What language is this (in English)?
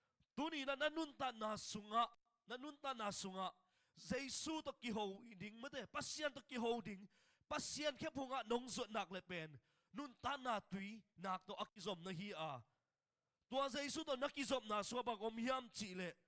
Tedim Chin